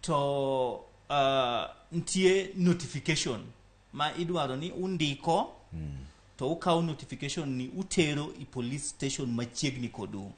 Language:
Luo (Kenya and Tanzania)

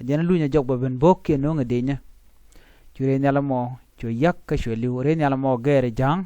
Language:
Nuer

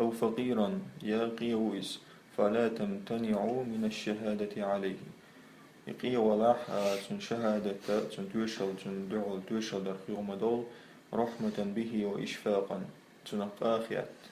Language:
Chechen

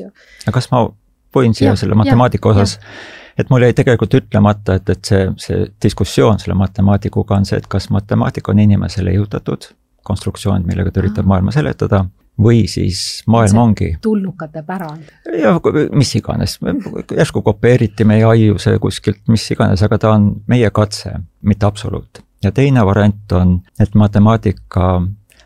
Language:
Estonian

